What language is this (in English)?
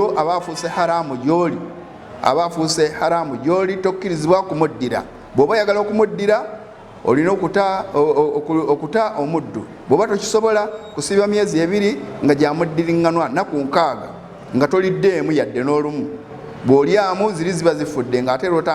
Ganda